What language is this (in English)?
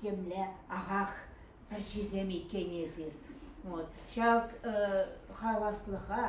Chuvash